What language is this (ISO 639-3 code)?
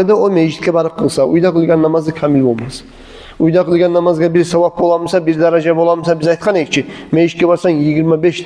kum